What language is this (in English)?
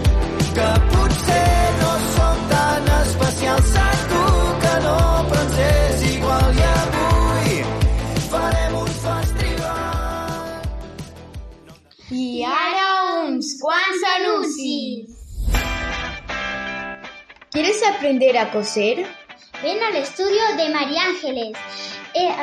Catalan